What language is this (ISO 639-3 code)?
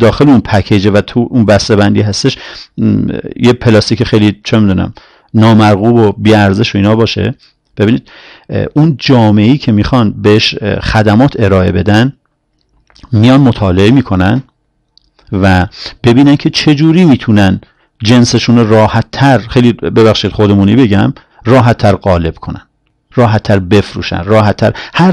fas